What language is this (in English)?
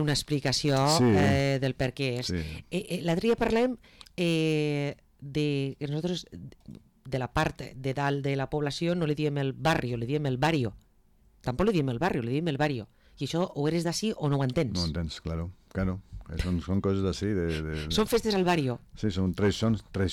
Catalan